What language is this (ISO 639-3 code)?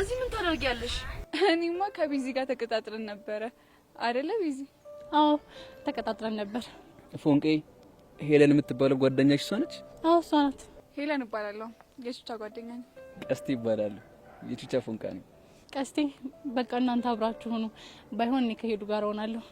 amh